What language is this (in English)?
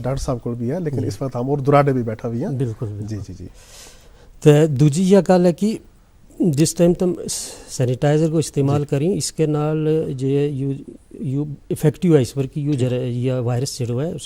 Gujari